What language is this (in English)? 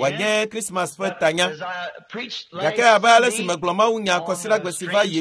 Ewe